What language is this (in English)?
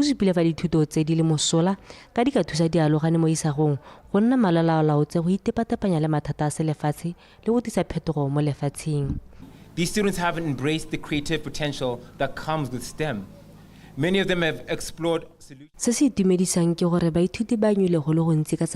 Tswana